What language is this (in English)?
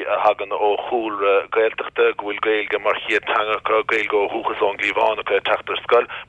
Irish